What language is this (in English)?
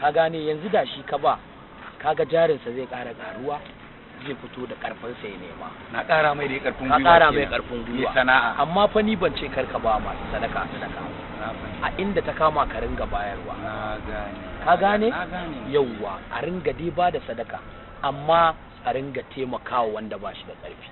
Hausa